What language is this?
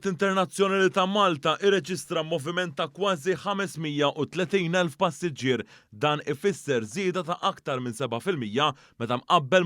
Maltese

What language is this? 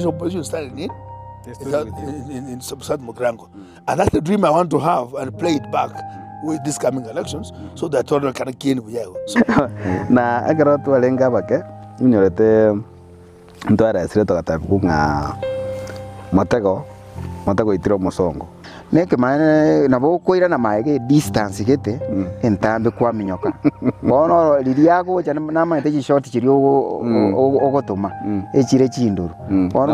Gusii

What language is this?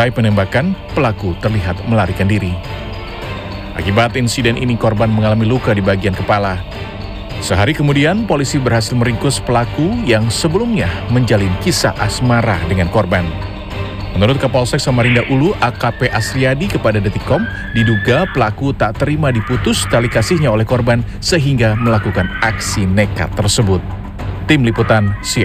Indonesian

